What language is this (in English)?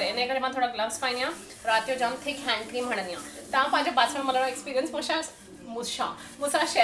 Sindhi